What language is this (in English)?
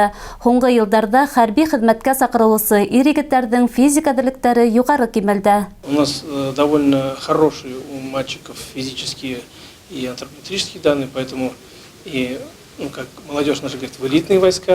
Bashkir